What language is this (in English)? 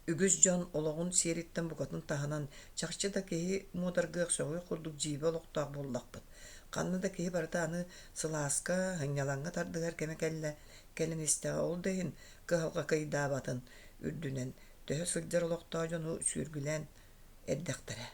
Yakut